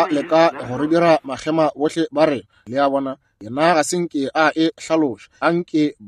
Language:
Northern Sotho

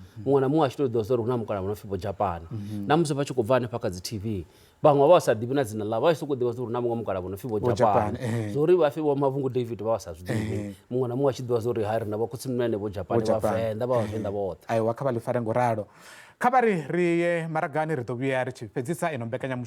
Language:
Venda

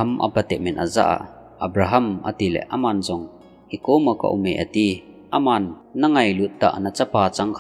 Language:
Thado Chin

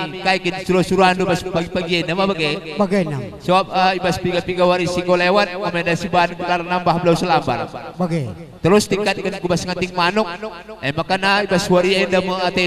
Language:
Batak Karo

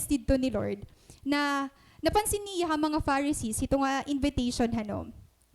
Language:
Waray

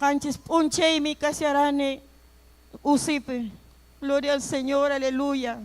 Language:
Ayacucho Quechua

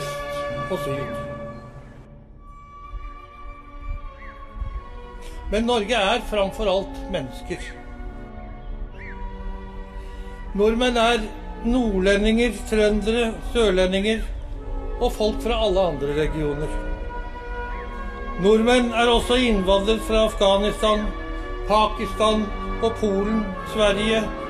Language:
Norwegian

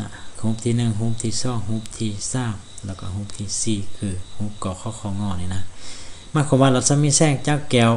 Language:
Lao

